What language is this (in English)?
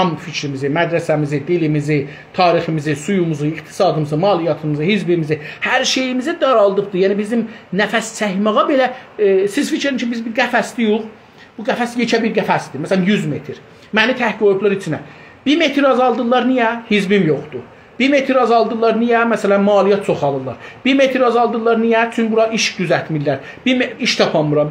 South Azerbaijani